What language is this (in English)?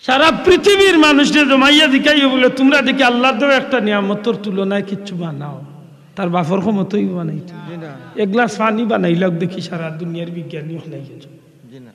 Sylheti